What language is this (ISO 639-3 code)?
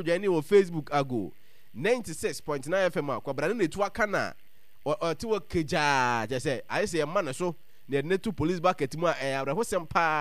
aka